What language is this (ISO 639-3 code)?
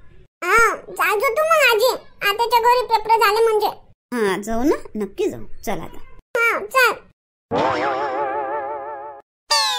mar